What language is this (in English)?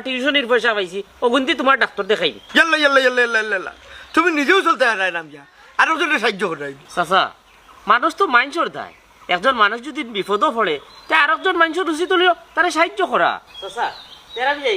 Sylheti